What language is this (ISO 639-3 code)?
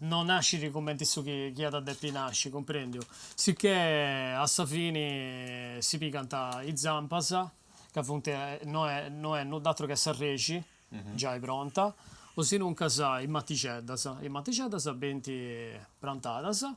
srd